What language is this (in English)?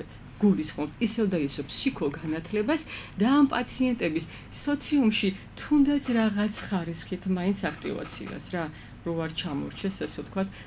Georgian